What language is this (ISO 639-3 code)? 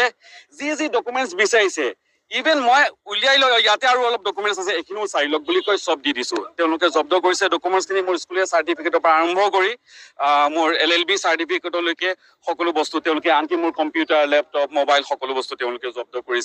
asm